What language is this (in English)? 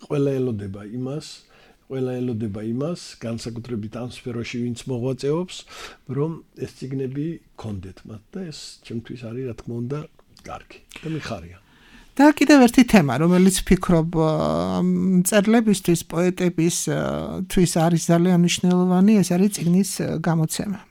Georgian